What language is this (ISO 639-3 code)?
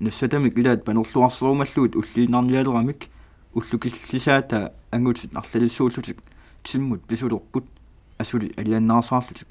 kal